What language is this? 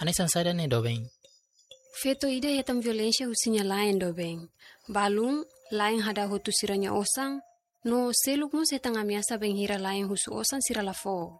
Tetum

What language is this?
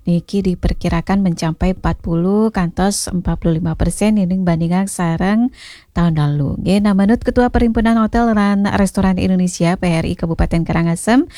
Balinese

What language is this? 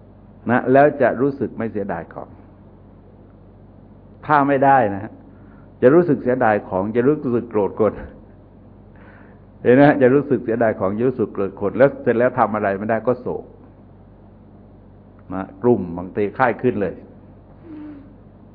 Thai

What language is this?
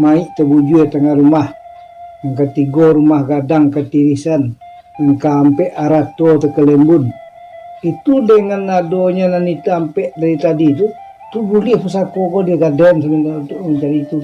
Minangkabau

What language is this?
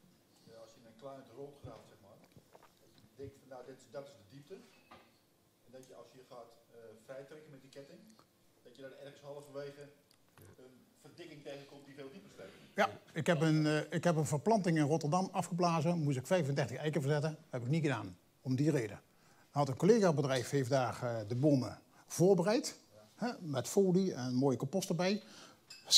Dutch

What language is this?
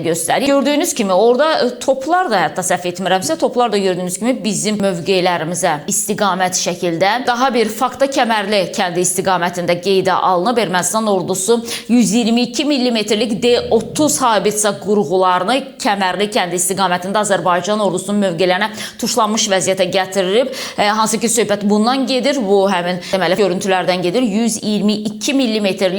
Azerbaijani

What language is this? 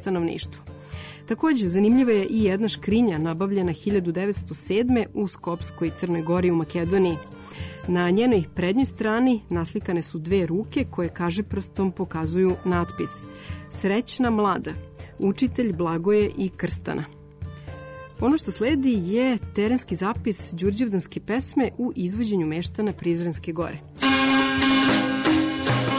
Serbian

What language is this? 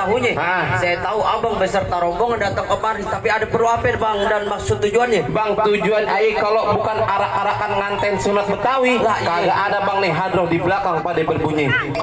Betawi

